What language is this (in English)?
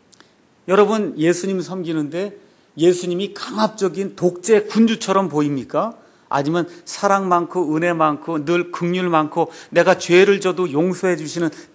Korean